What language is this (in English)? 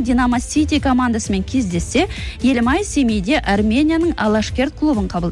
Kazakh